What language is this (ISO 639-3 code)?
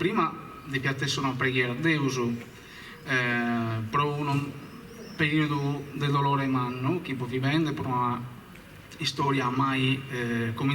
srd